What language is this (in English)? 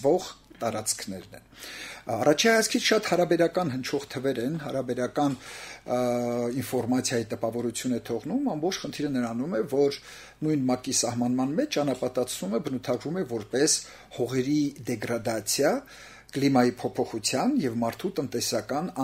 Armenian